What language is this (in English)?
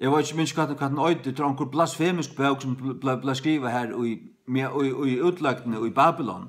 Faroese